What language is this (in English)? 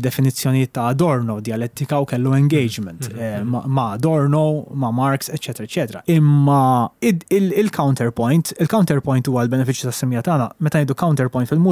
Maltese